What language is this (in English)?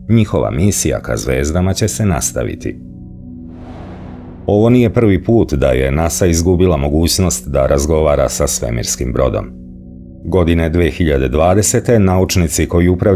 Serbian